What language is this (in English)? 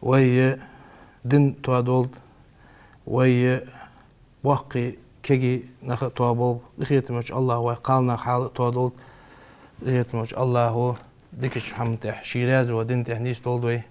Ingush